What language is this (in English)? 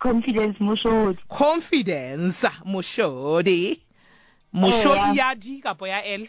Southern Sotho